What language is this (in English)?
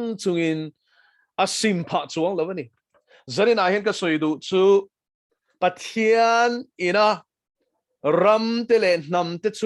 Mizo